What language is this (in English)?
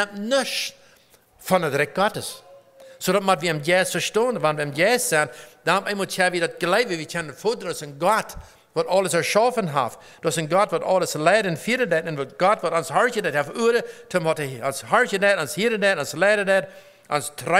Plautdietsch